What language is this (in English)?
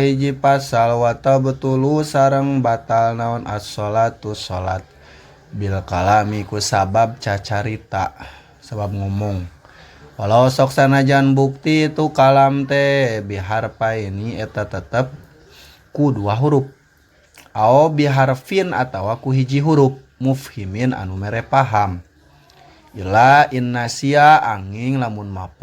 Sundanese